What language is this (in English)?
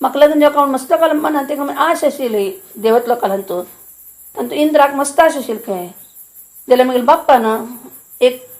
Konkani